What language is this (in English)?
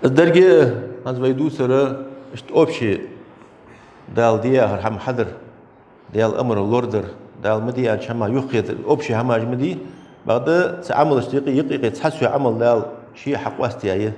Ingush